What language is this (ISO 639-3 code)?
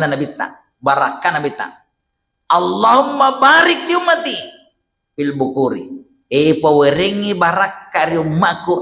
bug